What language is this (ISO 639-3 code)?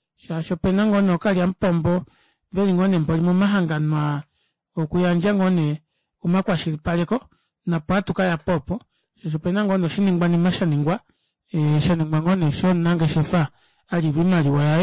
kua